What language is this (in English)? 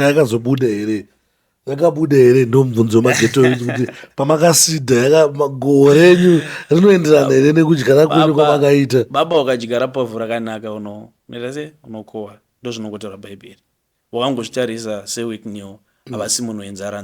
Shona